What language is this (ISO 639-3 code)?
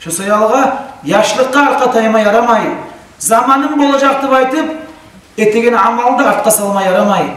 kum